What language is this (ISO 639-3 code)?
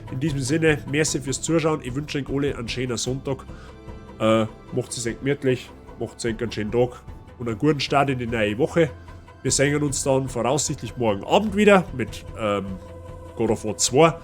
bar